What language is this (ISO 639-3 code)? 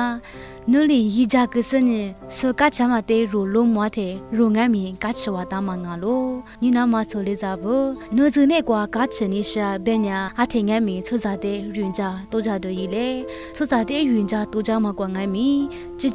lis